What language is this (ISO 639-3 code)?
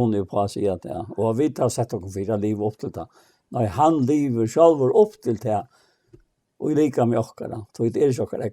fao